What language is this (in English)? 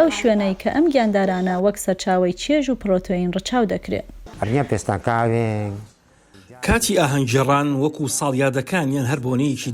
Central Kurdish